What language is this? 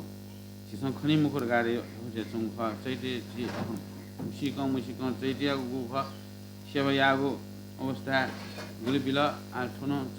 Newari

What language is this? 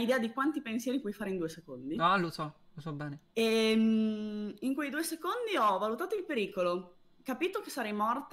Italian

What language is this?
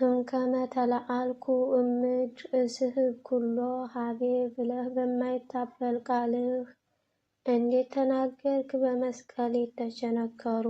Amharic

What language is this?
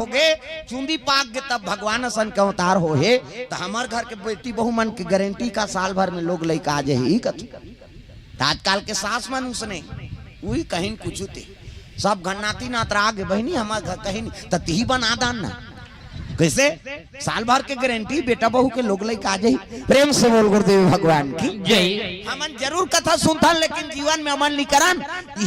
Chhattisgarhi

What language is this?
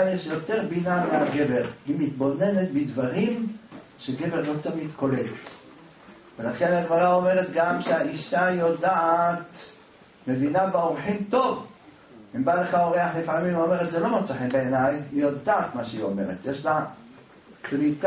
Hebrew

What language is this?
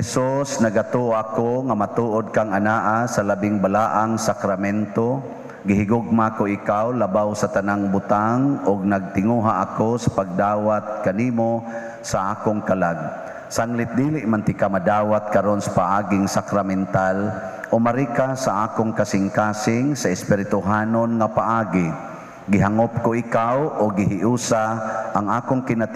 Cebuano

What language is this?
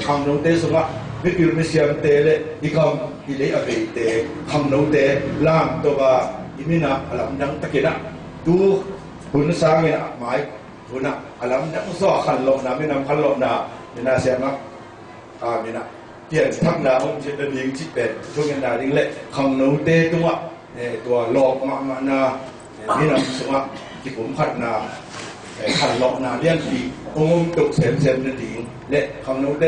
Tedim Chin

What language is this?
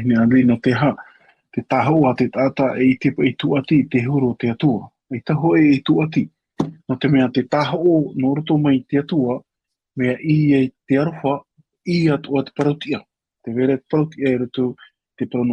Tahitian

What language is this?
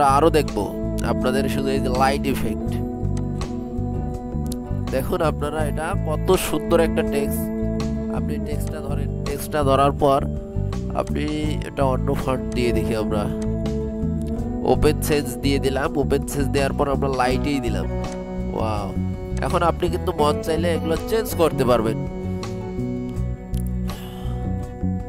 Bangla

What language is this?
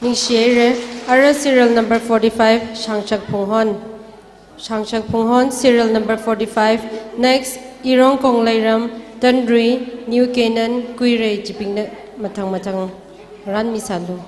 Tangkhul Naga (India)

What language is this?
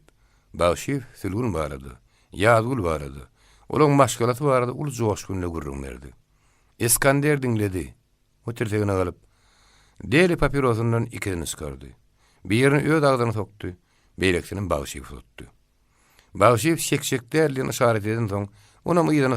Turkmen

